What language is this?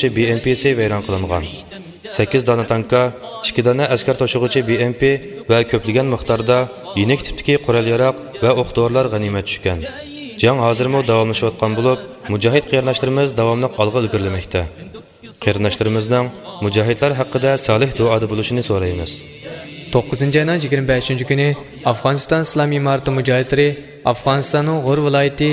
Uyghur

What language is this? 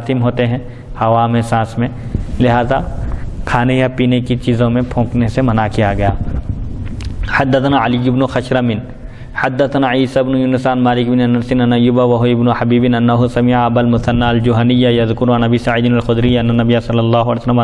Urdu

